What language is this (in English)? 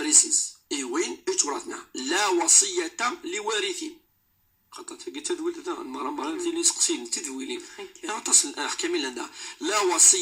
Moroccan Arabic